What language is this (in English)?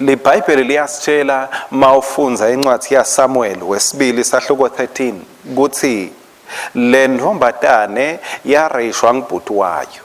Swati